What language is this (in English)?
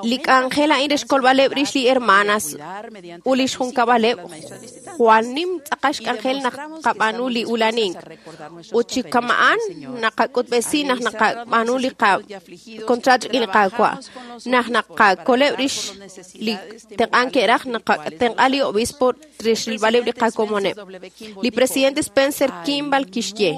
Kekchí